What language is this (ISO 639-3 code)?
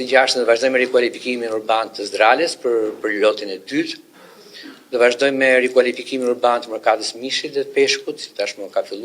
sqi